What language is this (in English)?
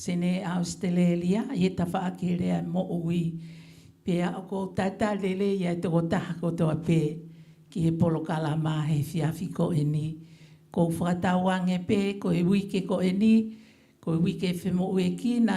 Tongan